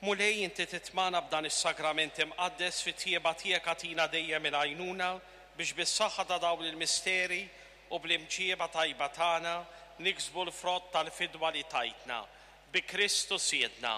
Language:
Maltese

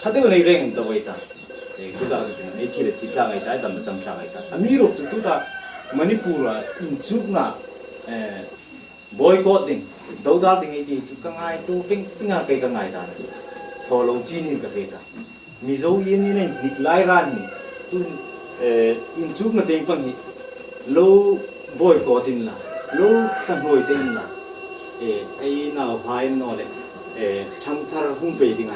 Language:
Hmar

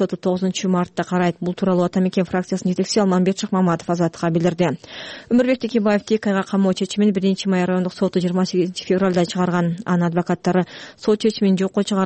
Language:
Kyrgyz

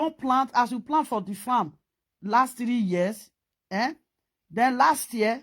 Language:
Nigerian Pidgin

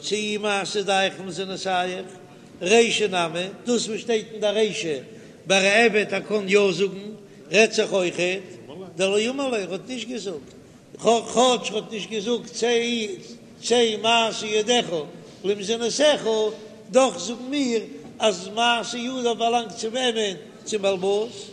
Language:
Yiddish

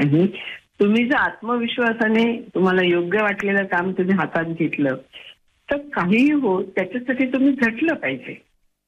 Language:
Marathi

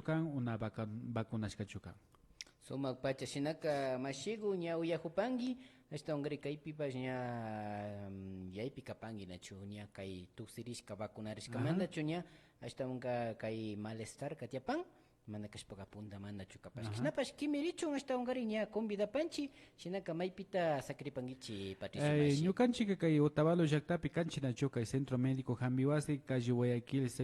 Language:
Imbabura Highland Quichua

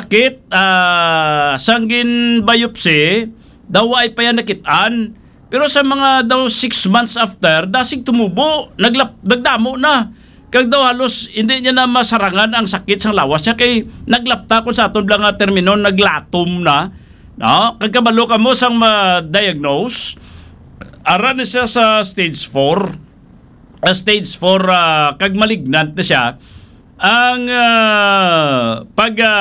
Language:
Hiligaynon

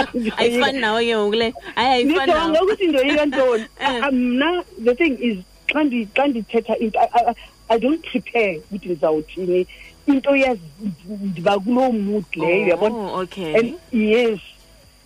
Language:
Xhosa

